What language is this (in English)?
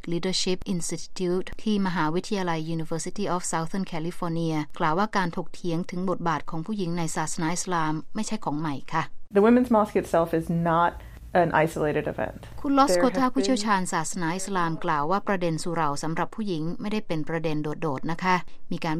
Thai